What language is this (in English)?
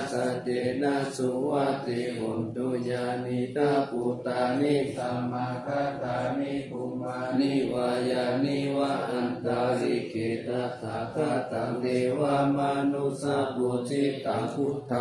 Pali